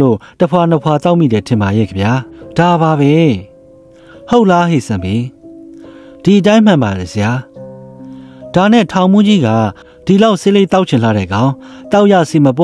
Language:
Burmese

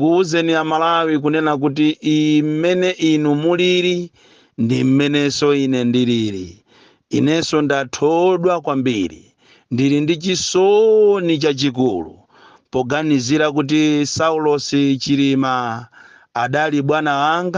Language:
Nyanja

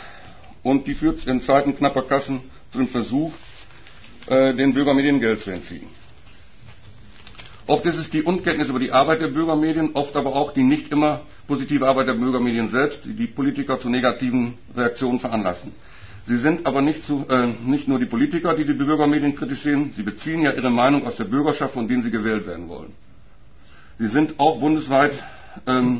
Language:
German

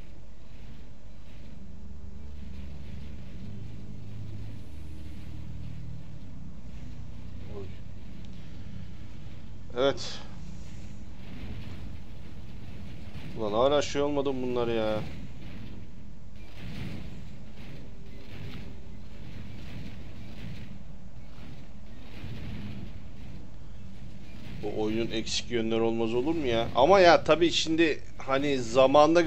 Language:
Turkish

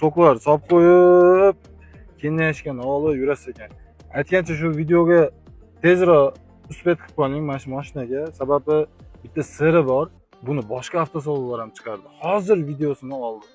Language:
Uzbek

